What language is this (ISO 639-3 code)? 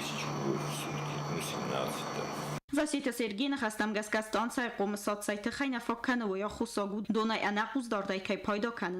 oss